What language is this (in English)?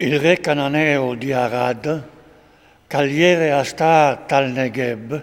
Friulian